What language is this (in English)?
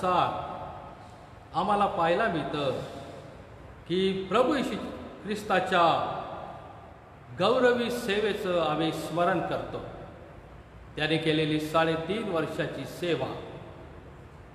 Marathi